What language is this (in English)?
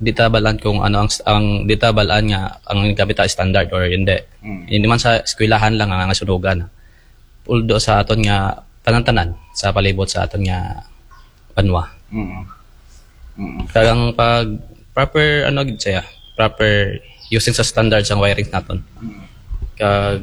Aklanon